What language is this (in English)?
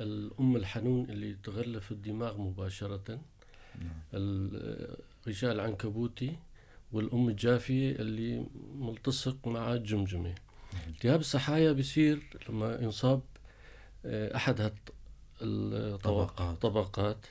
North Levantine Arabic